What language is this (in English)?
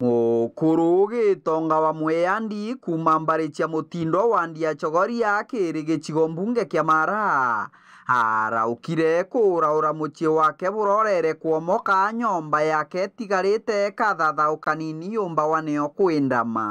Meru